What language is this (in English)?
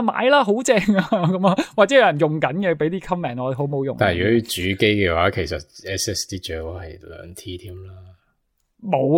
Cantonese